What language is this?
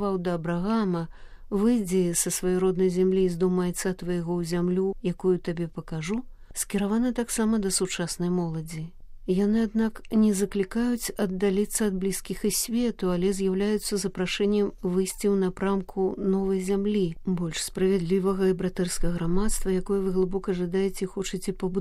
Belarusian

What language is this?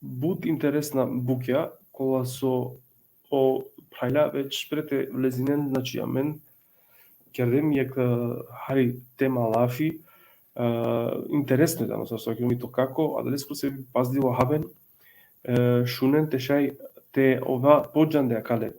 Balkan Romani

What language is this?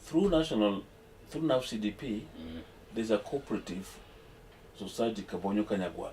Luo (Kenya and Tanzania)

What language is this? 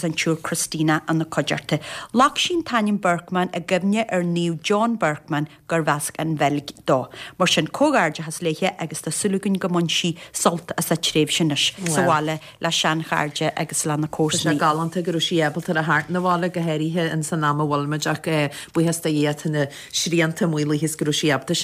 Irish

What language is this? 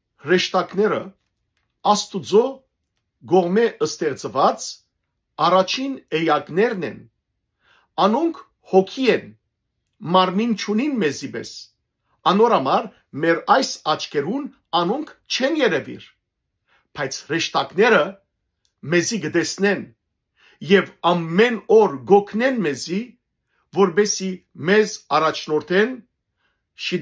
Western Armenian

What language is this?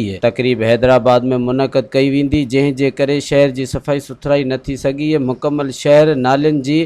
Sindhi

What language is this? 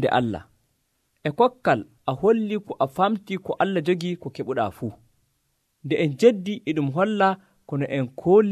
Nigerian Fulfulde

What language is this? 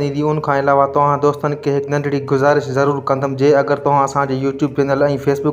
Sindhi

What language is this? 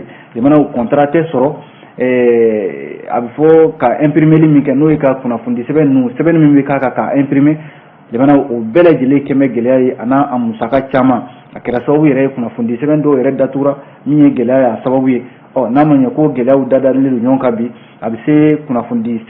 Bambara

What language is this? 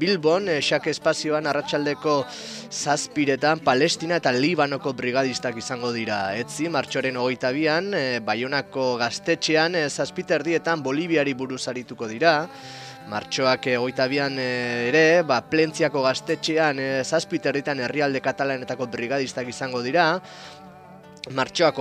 Basque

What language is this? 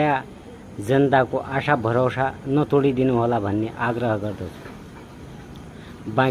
Nepali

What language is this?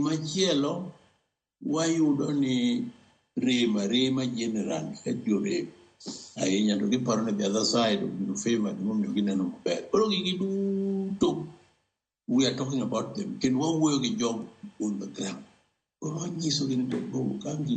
Luo (Kenya and Tanzania)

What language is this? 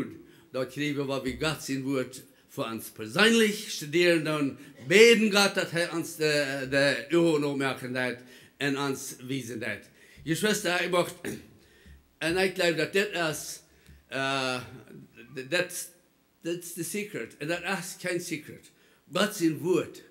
Plautdietsch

